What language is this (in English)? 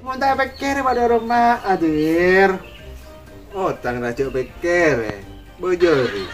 Madurese